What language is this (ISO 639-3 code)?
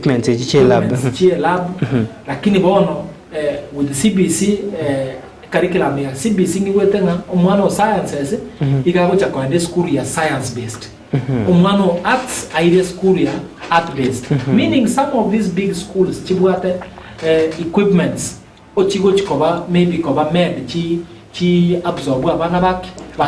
guz